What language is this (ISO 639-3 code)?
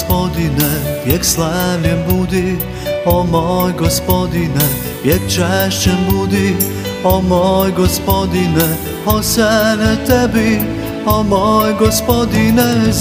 hrv